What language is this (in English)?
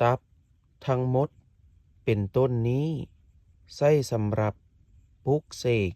Pali